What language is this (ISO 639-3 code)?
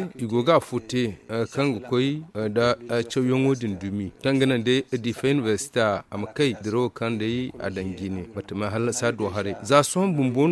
dje